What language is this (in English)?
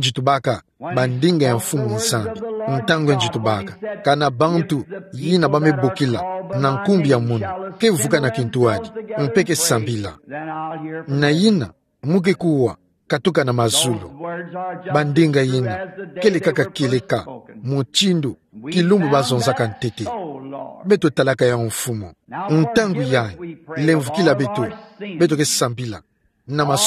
Kituba (Democratic Republic of Congo)